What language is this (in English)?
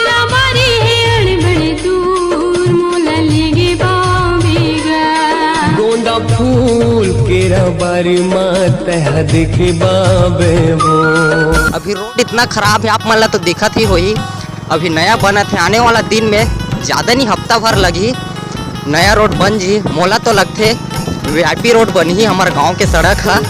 Chhattisgarhi